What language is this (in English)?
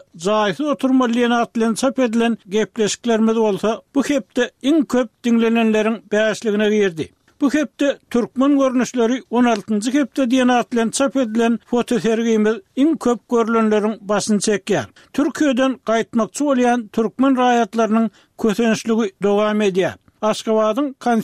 Turkmen